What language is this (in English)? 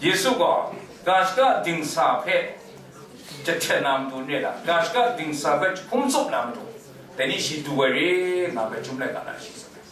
Kachin